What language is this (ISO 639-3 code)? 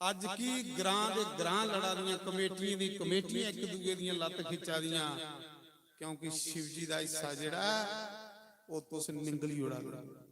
doi